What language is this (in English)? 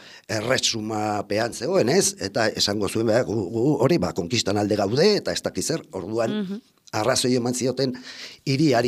Basque